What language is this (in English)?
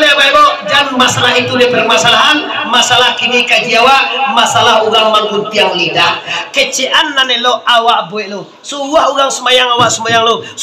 Minangkabau